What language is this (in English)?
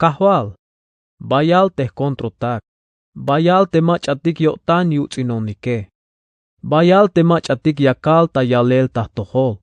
Tzeltal